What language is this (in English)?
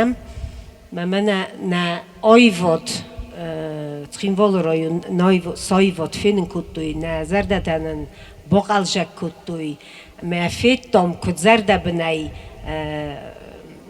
Ossetic